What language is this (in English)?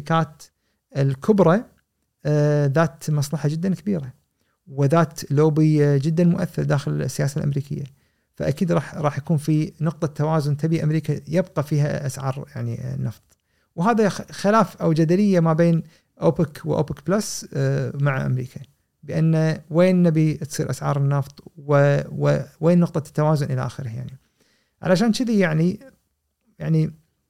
Gulf Arabic